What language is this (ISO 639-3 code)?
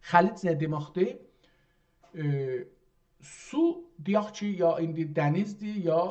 azb